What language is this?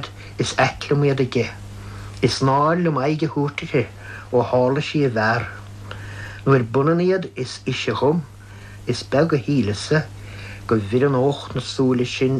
Irish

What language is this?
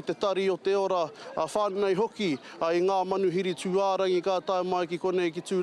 Māori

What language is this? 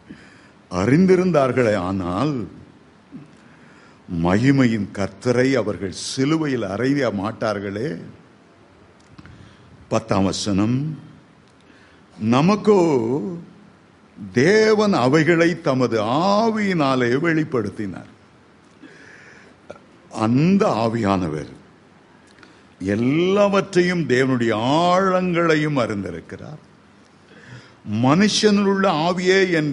Tamil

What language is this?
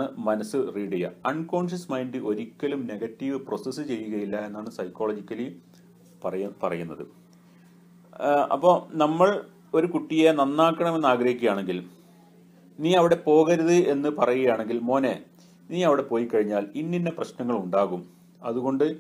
Malayalam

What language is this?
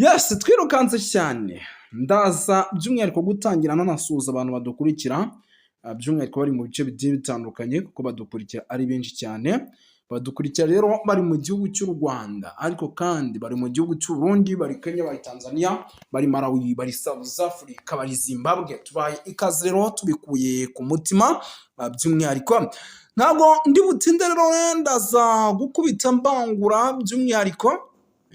Kinyarwanda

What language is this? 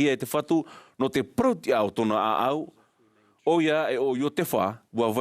Tahitian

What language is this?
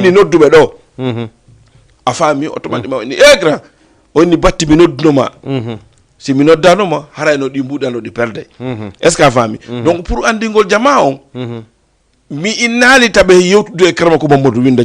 Fula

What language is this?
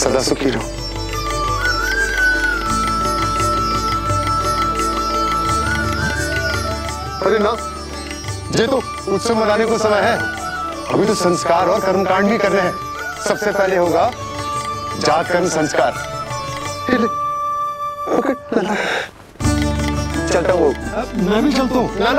Hindi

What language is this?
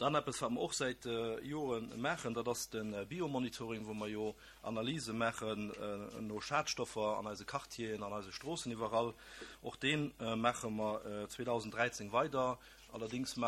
Luxembourgish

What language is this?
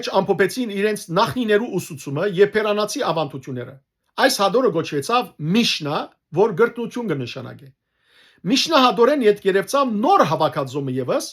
Western Armenian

